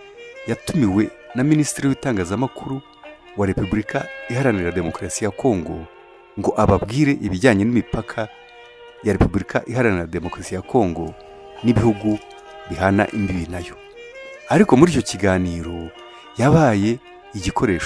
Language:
Kinyarwanda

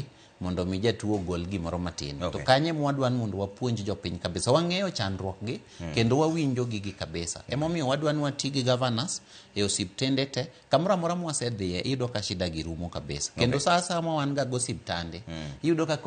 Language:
Luo (Kenya and Tanzania)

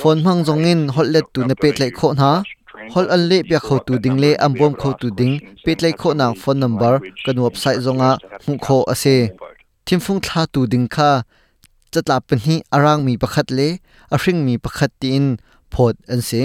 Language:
Hakha Chin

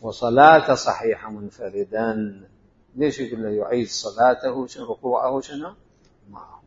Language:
Mesopotamian Arabic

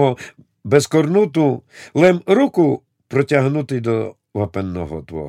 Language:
Rusyn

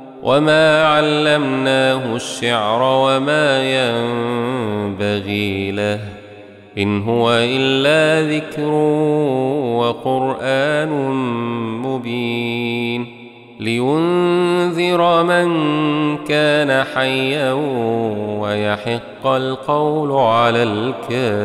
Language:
Arabic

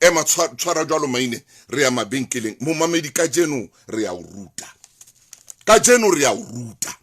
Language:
Southern Sotho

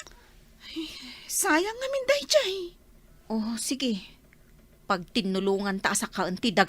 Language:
Iloko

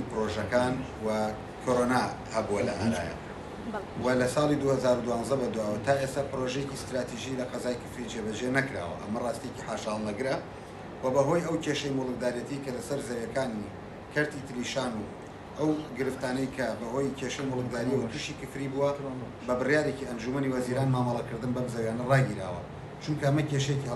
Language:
Central Kurdish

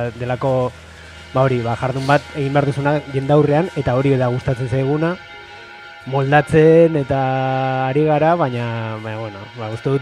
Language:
Basque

